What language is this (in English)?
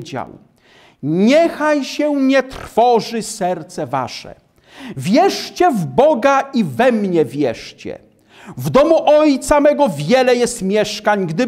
Polish